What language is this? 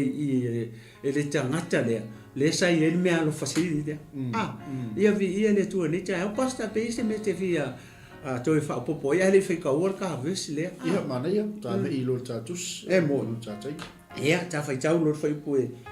Samoan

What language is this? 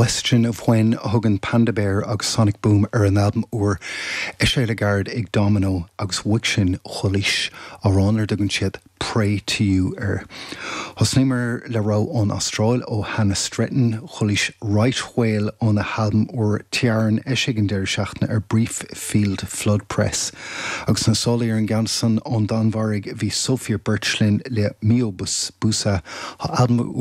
Irish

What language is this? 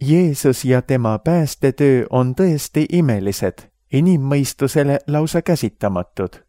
Estonian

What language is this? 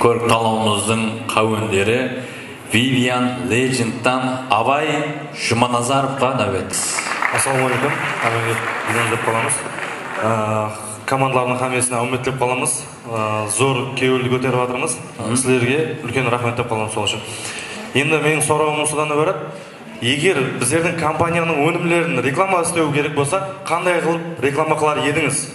Kara-Kalpak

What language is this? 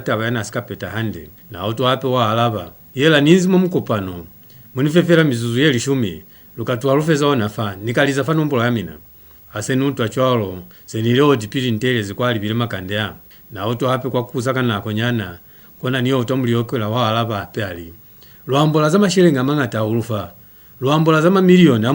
Lozi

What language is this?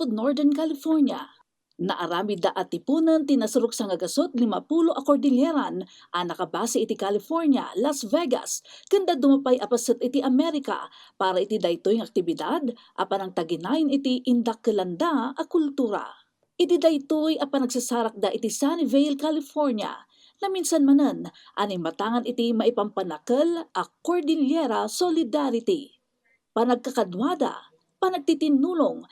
Iloko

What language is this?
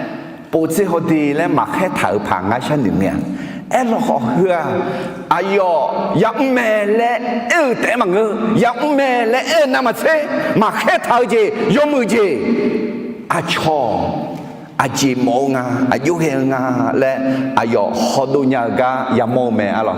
Akha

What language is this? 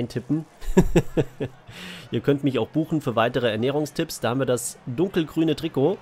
German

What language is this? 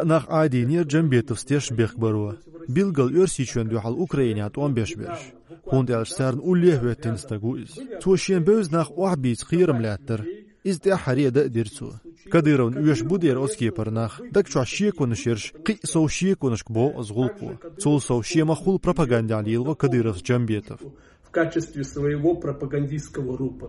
Chechen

